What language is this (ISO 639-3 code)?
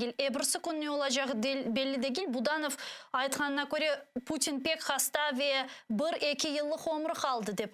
crh